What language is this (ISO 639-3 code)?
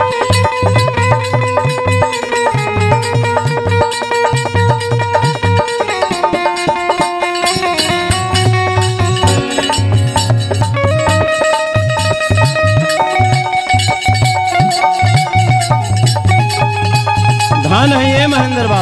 bho